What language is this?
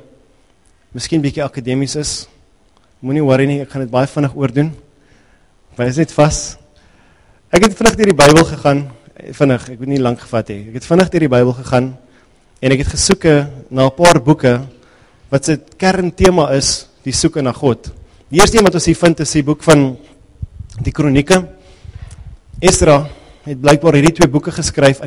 Afrikaans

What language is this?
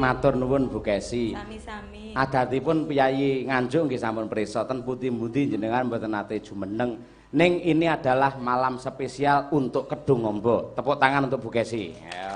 Javanese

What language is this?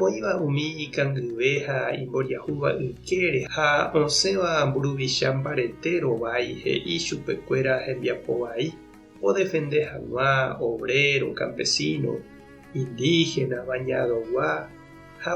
Guarani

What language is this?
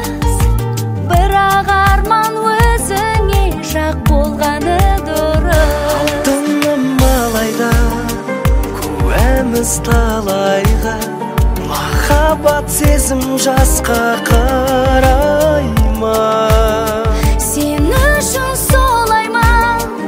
Kazakh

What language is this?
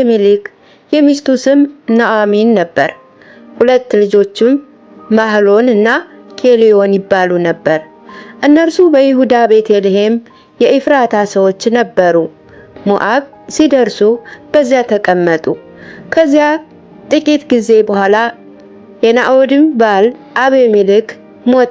Amharic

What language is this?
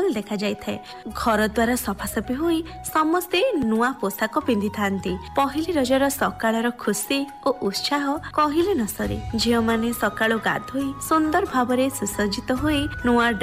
Odia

